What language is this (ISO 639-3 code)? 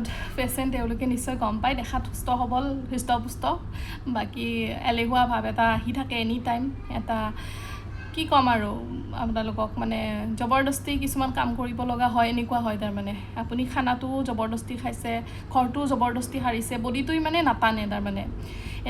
asm